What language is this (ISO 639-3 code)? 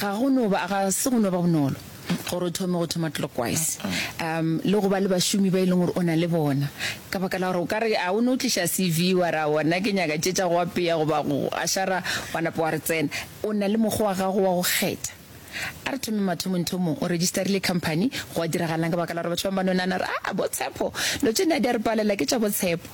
nso